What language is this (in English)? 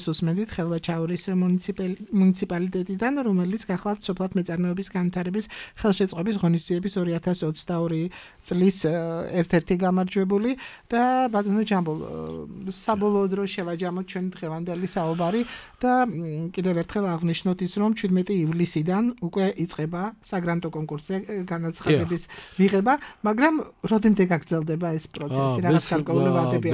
Georgian